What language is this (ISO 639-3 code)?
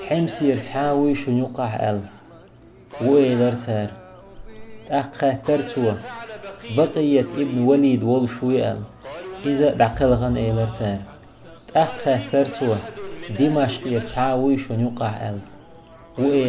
che